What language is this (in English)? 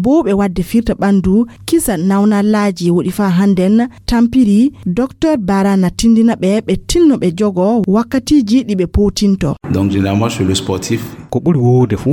Fula